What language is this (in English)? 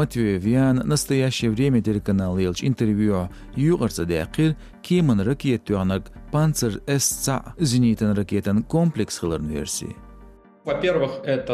Chechen